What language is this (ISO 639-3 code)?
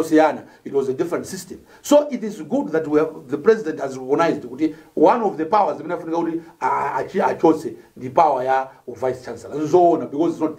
nya